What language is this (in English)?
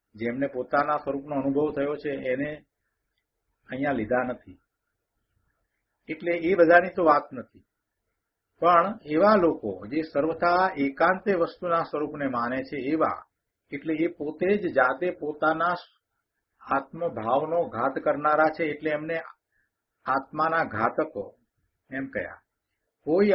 Gujarati